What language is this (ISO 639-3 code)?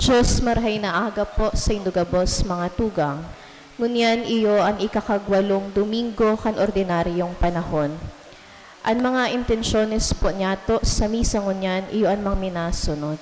bik